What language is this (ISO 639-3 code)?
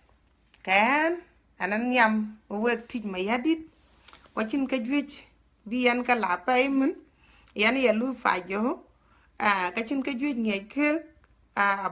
din